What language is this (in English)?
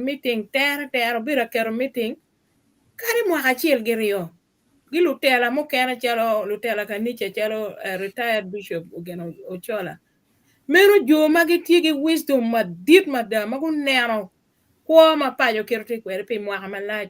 Acoli